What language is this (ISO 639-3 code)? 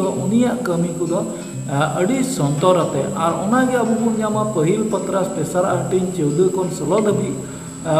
sat